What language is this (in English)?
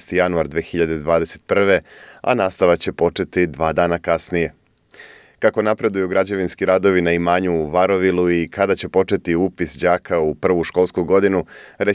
Serbian